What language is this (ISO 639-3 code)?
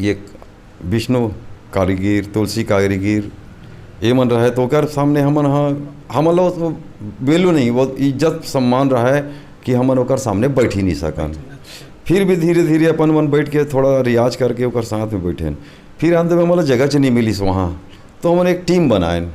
hne